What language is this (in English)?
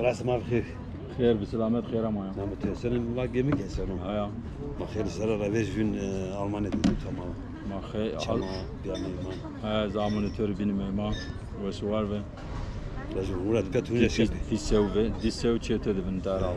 Zaza